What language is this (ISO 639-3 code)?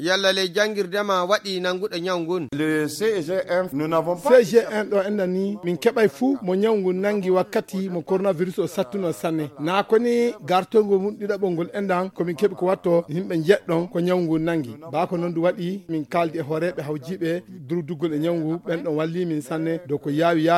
ful